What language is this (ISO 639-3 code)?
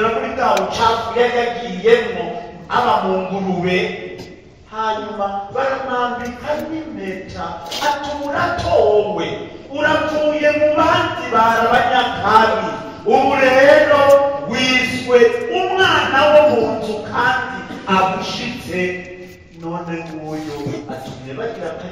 run